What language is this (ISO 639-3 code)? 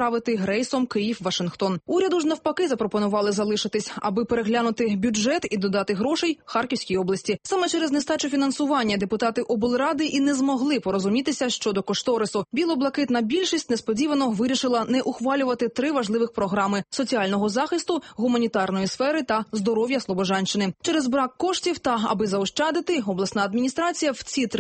ukr